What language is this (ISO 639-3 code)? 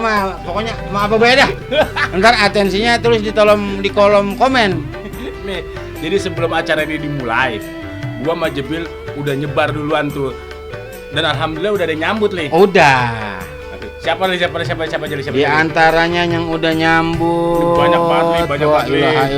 bew